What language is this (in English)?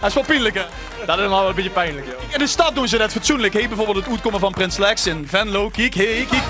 Limburgish